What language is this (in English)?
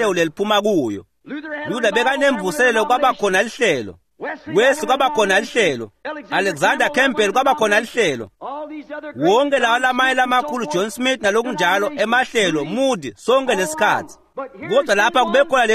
Swati